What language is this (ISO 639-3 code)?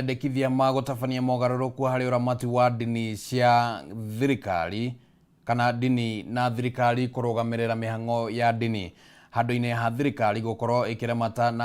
kik